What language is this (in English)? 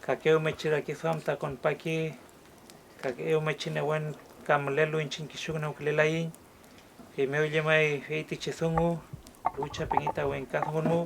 Mapuche